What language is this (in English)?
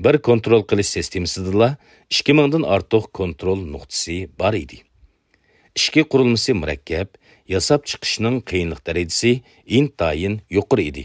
Uyghur